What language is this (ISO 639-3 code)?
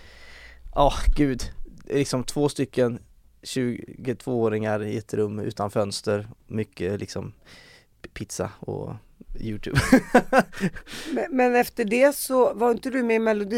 swe